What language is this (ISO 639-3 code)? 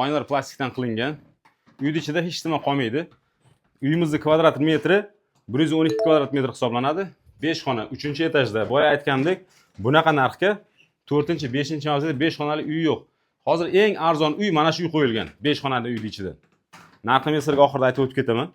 uzb